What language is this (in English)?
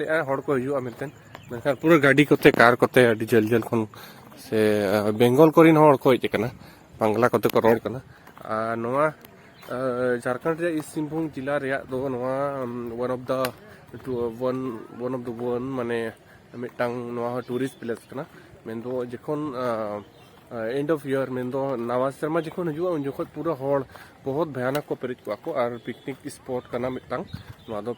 Santali